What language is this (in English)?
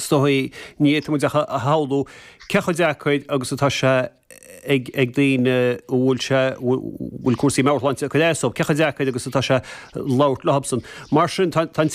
Irish